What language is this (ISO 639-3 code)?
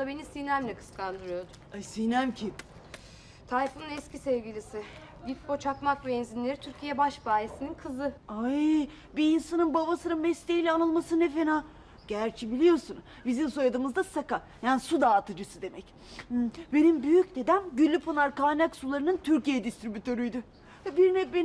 tur